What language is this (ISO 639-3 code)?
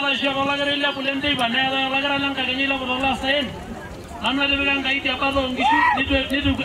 mas